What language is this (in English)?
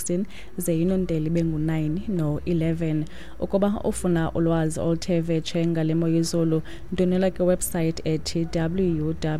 Xhosa